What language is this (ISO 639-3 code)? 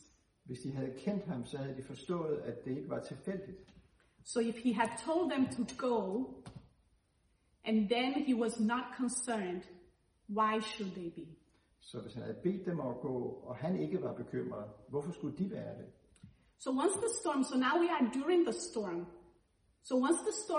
dan